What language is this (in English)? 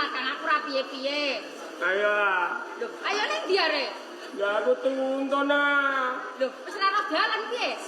Javanese